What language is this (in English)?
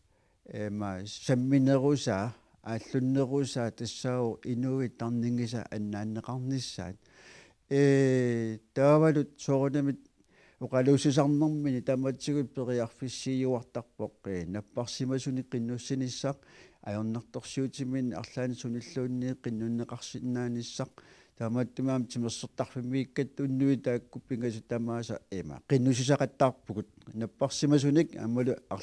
Kalaallisut